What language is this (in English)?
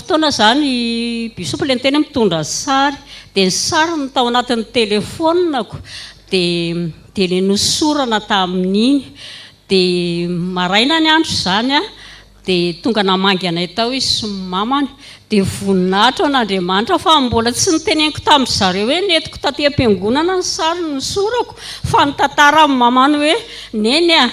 Malagasy